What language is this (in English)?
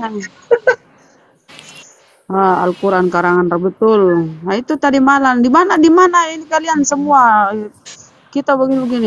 Indonesian